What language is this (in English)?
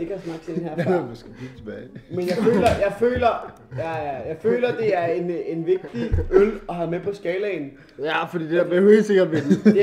Danish